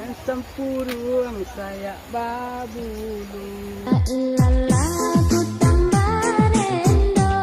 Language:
Minangkabau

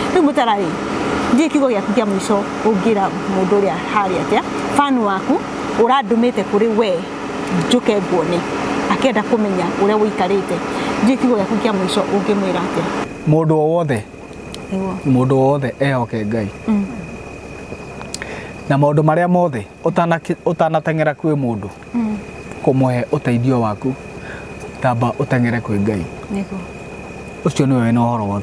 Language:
Kikuyu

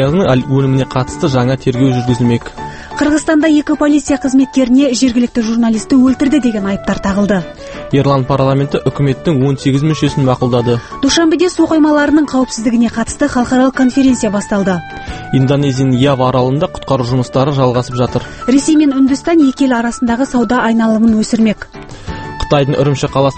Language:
Kazakh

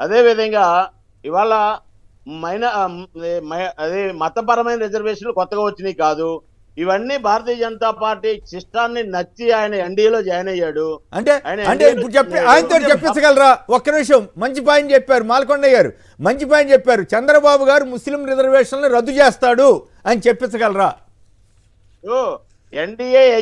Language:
Telugu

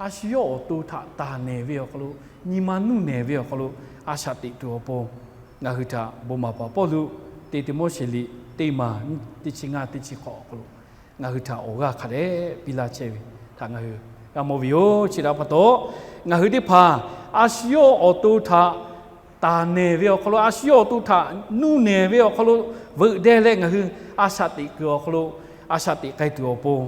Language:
Lahu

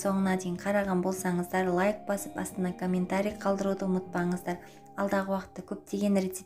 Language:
Kazakh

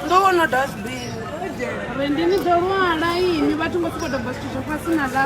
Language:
Venda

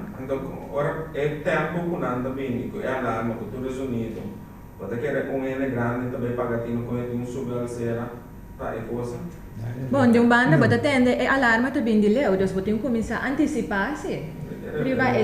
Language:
Papiamento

